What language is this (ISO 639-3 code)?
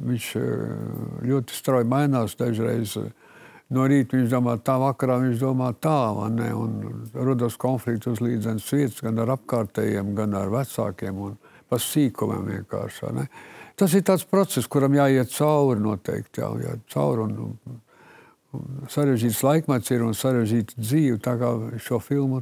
lav